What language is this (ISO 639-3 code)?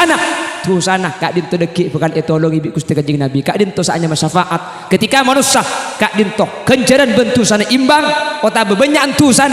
mad